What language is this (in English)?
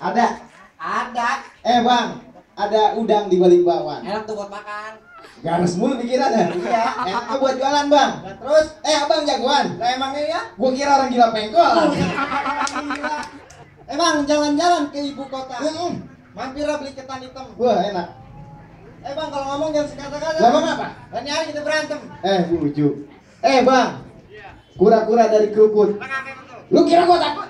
Betawi